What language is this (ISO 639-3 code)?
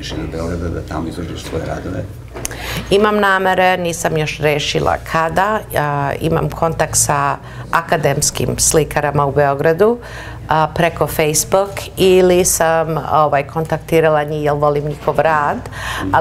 srp